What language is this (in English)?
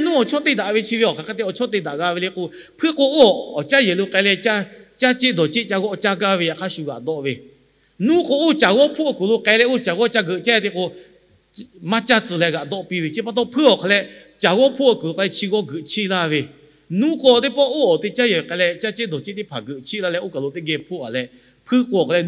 Lahu